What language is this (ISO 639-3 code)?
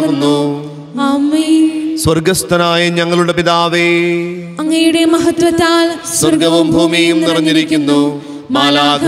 mal